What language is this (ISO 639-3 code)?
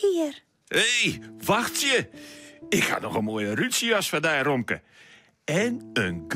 fry